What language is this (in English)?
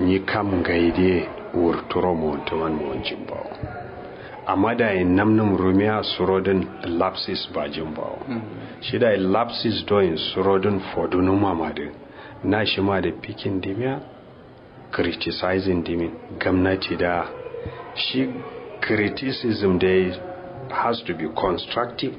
Kanuri